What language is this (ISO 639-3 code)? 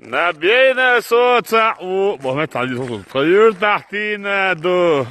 che